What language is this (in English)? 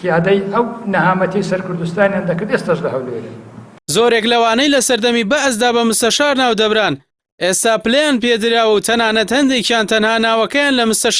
Central Kurdish